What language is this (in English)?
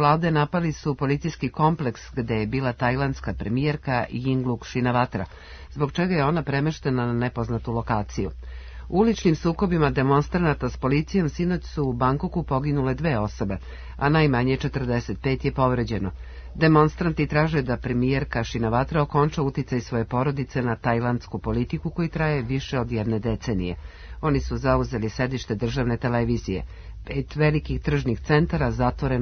Serbian